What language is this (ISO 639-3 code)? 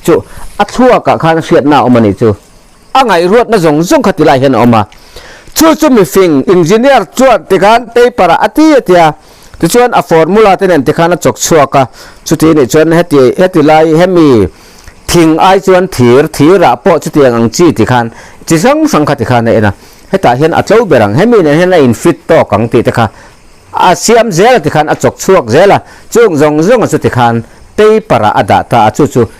lus